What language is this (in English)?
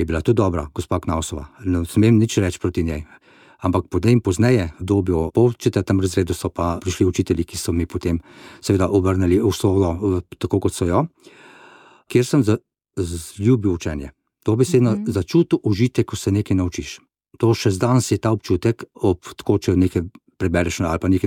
Slovenian